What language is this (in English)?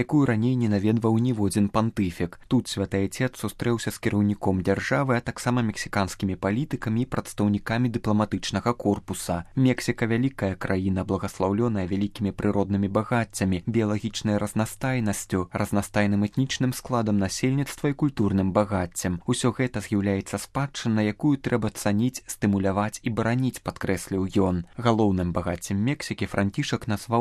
Belarusian